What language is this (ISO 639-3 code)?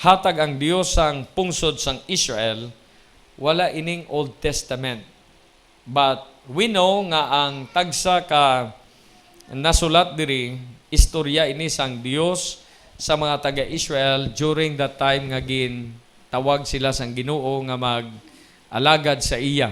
hil